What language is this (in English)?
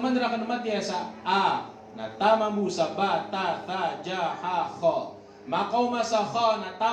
Maranao